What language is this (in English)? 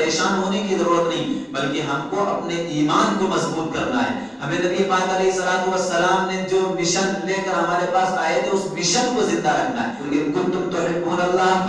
Urdu